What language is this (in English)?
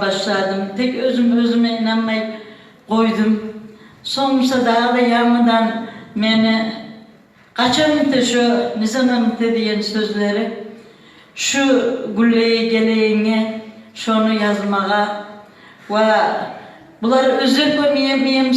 Kumyk